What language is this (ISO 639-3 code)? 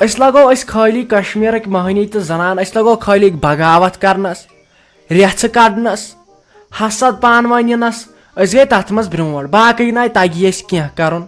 kas